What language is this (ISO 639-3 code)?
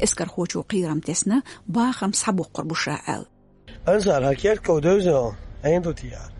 che